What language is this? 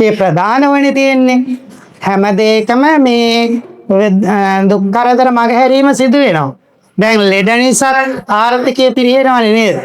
Sinhala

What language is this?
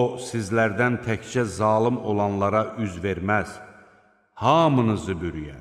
Azerbaijani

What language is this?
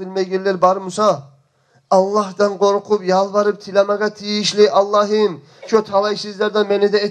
Kumyk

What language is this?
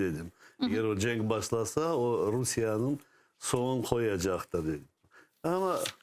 Crimean Tatar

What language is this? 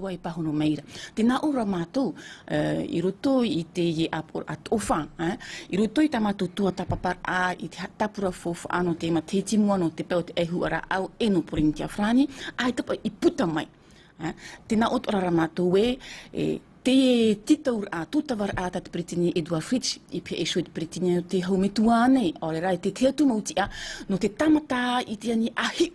Tahitian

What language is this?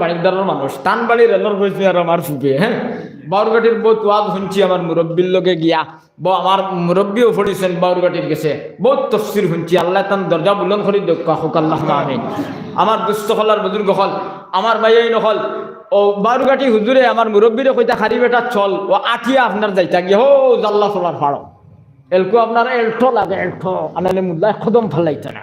Sylheti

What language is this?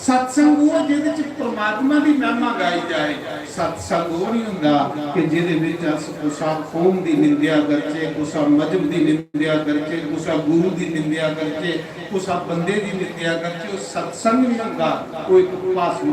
Dogri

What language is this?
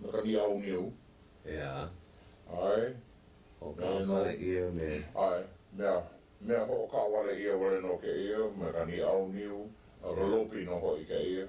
Hawaiian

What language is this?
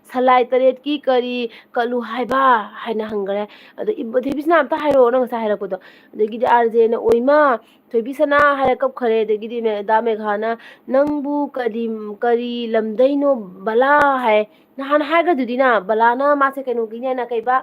Manipuri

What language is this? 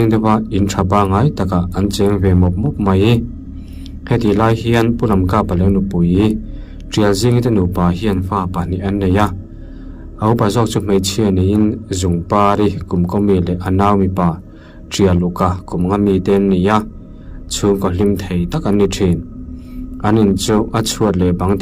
Mizo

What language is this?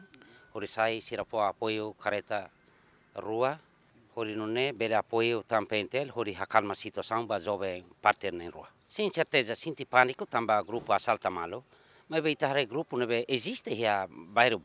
Tetum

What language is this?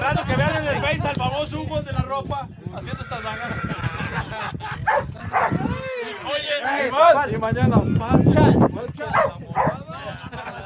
Spanish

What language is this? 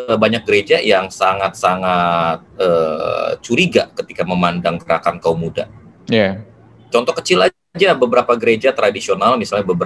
Indonesian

